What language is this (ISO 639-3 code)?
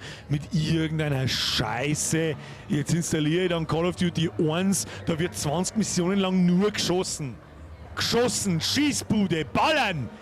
bar